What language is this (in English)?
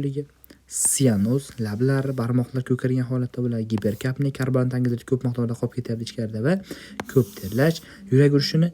Uzbek